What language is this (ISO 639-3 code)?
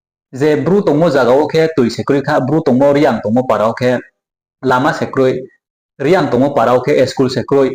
ria